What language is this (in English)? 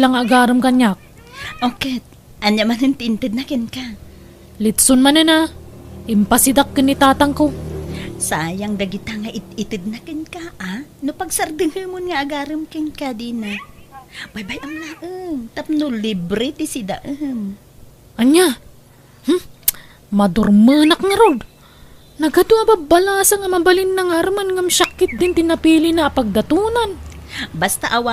Iloko